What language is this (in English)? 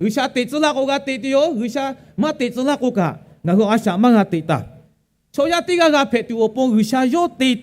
Lahu